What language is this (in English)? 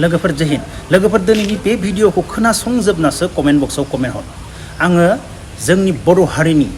Bodo